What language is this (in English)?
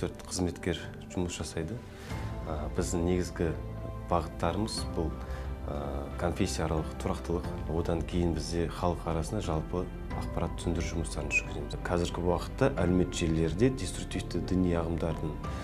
Kazakh